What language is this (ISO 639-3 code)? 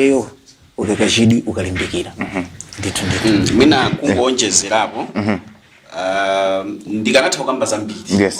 nya